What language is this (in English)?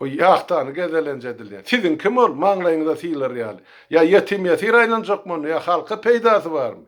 Turkmen